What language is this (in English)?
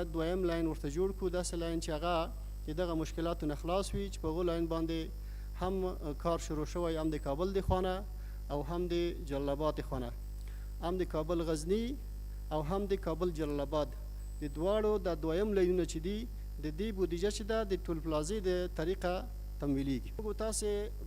Pashto